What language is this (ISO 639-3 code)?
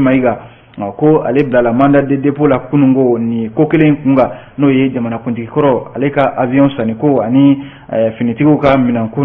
bam